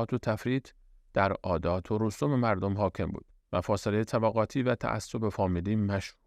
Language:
Persian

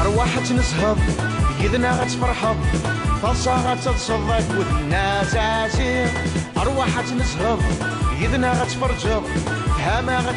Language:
Kabyle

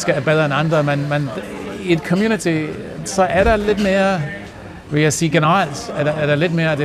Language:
Danish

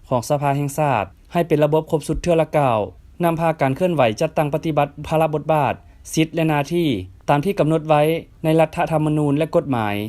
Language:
Lao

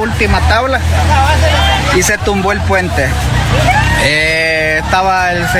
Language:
Spanish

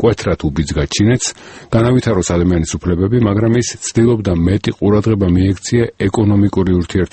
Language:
Georgian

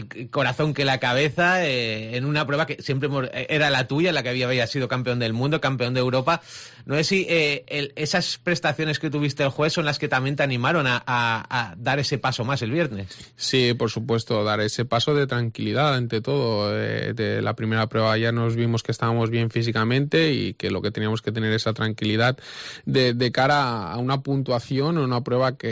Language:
Spanish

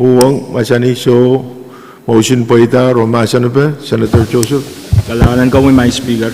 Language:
Pohnpeian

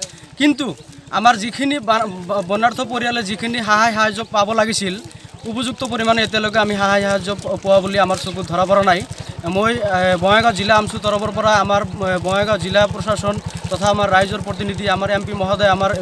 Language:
Assamese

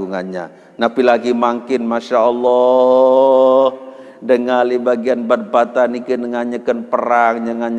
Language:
Sasak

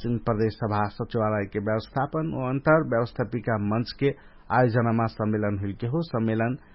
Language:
Dangaura Tharu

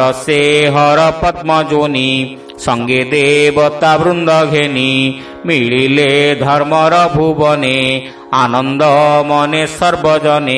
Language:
Odia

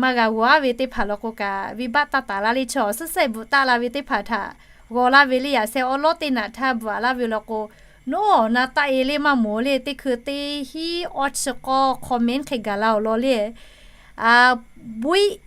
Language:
Lahu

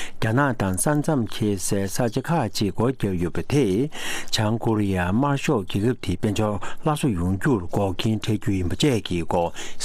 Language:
Tibetan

